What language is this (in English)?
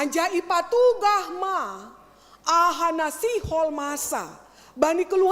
Batak Simalungun